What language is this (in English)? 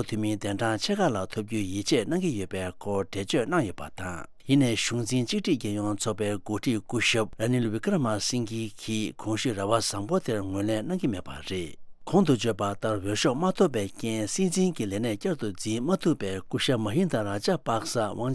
Tibetan